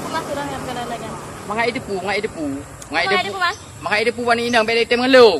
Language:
Achinese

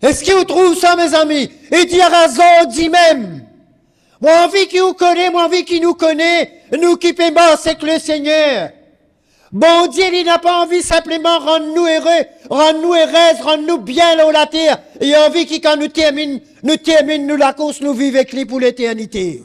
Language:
Morisyen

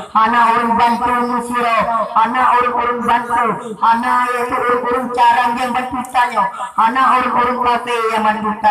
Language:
Achinese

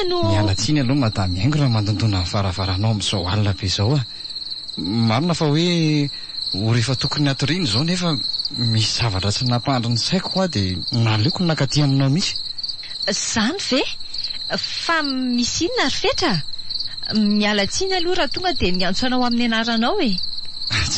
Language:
Malagasy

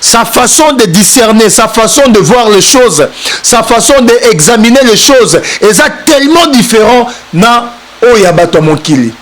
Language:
Lingala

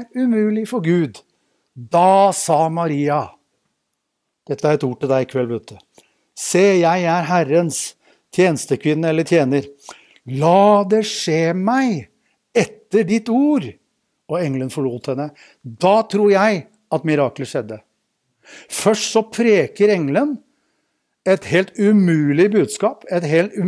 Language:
Norwegian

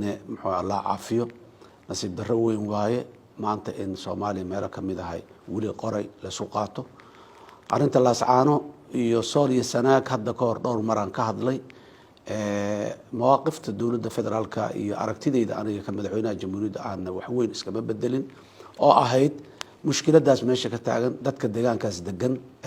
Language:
Somali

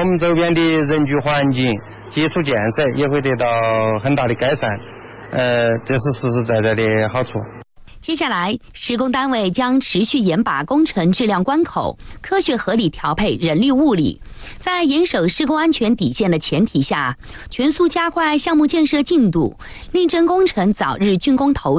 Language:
Chinese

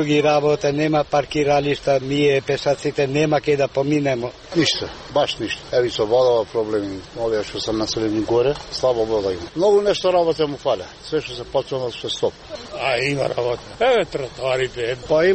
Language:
Macedonian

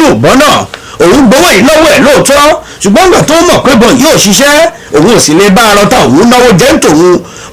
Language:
Yoruba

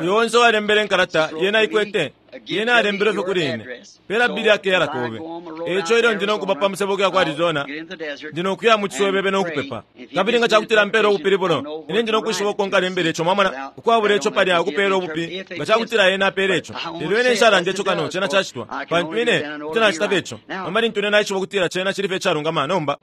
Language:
Bemba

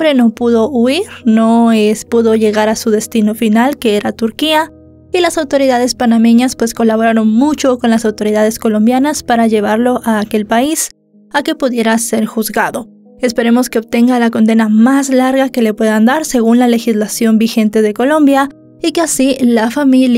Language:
Spanish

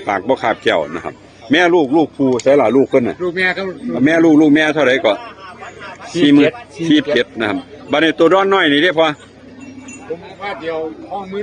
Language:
Northeastern Thai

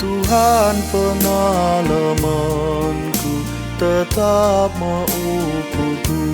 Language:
Batak Karo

